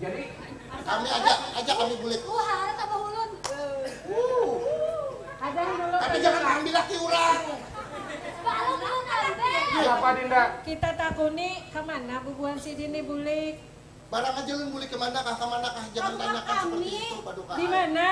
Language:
Banjar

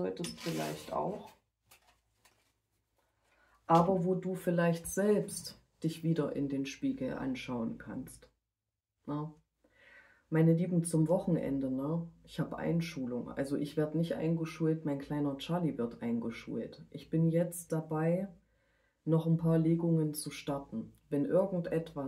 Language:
German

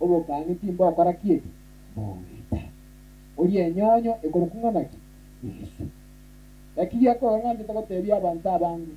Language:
Gusii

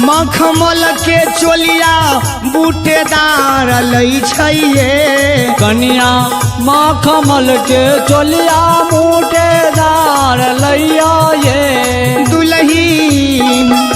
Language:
Maithili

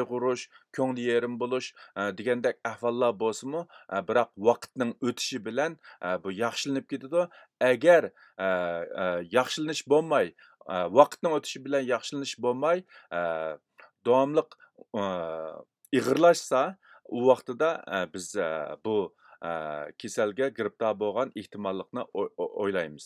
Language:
Uyghur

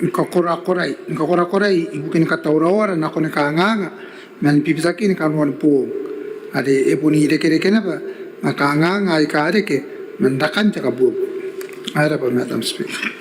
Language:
Gilbertese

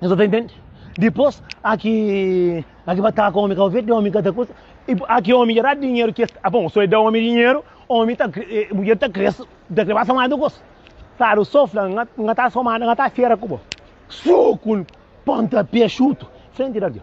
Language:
Kabuverdianu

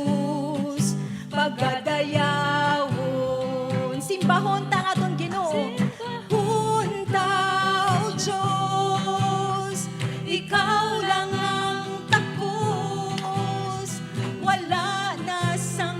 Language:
Hiligaynon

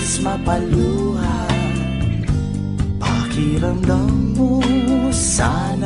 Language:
Filipino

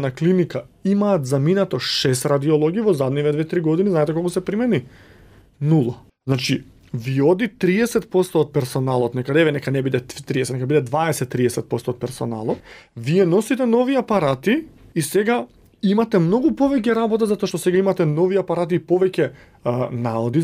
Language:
Macedonian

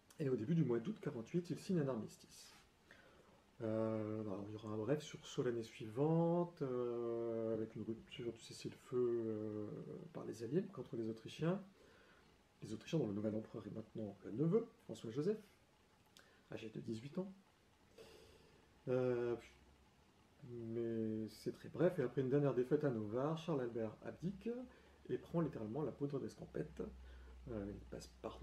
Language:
French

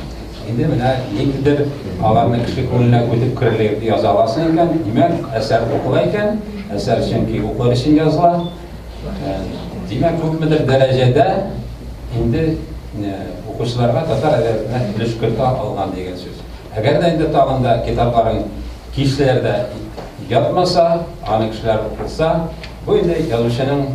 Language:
Tatar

